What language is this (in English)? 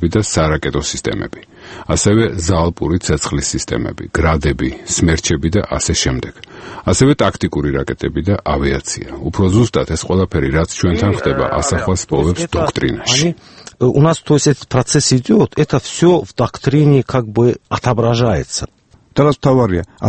Georgian